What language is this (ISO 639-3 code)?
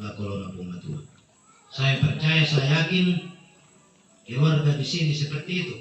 sda